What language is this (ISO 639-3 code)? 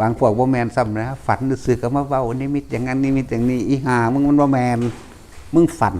tts